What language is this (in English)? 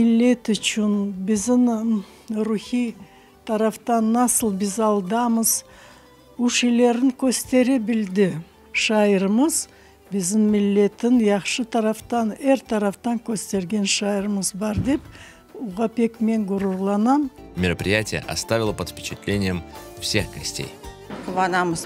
Crimean Tatar